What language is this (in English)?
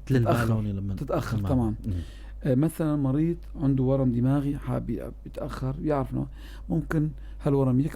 North Levantine Arabic